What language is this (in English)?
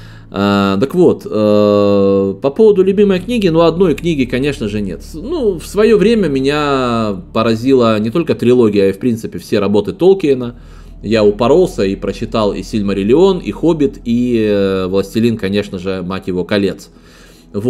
Russian